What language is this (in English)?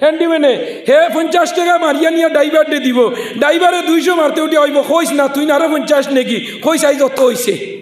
Sylheti